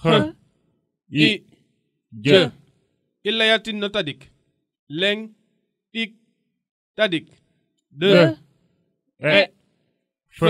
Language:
Serer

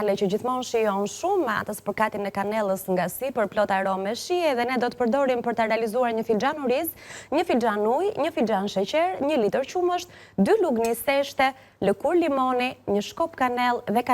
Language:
Albanian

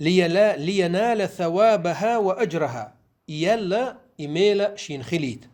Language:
Chechen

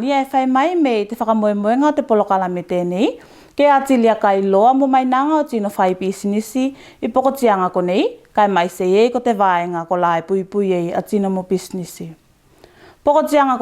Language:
Tuvalu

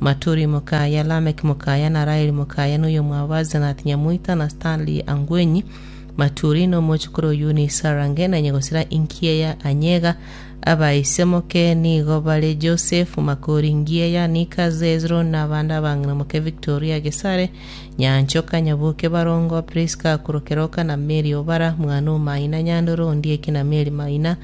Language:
Gusii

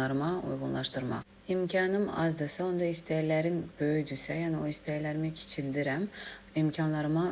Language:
Azerbaijani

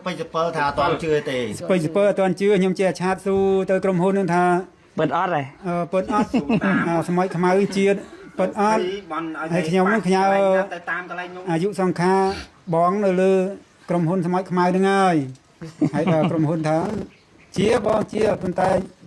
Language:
Khmer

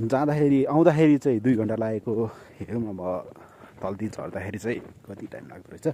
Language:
Nepali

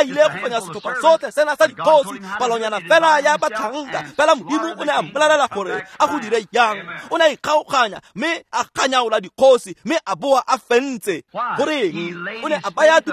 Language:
Tswana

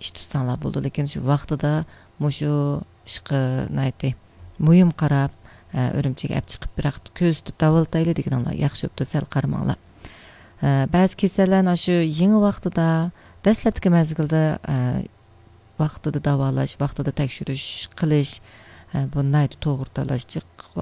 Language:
Uyghur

